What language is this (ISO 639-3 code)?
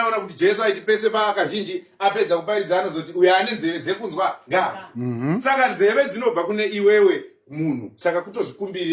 sna